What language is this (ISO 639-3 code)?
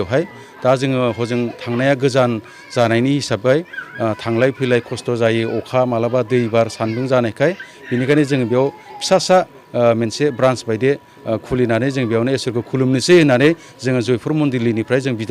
brx